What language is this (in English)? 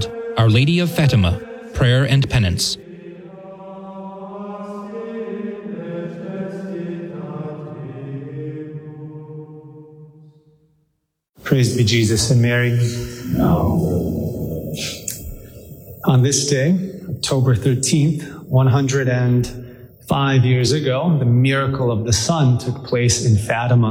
English